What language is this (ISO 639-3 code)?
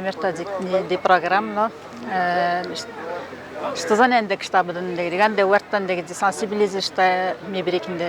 atj